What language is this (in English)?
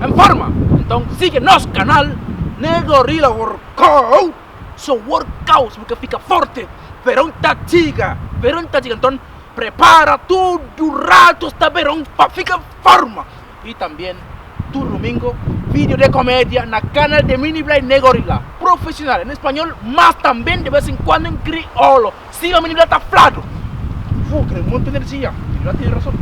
Kabuverdianu